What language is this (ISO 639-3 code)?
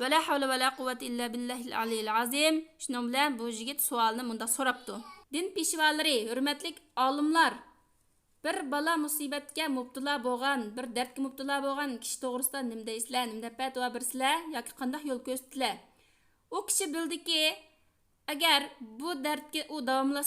uig